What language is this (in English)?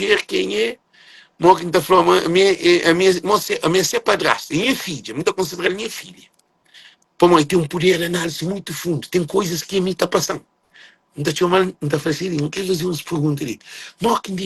Kabuverdianu